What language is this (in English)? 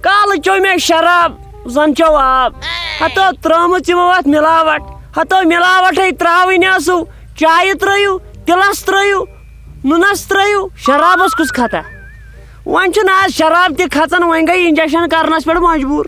Kashmiri